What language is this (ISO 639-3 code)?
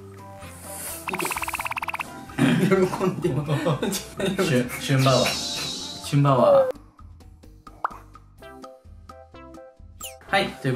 jpn